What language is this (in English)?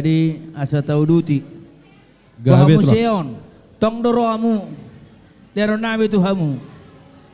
Batak Toba